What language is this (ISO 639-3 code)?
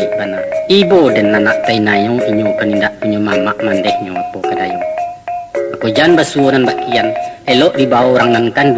min